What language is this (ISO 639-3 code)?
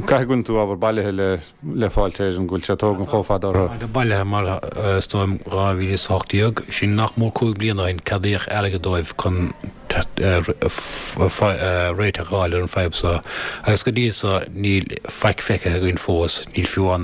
gle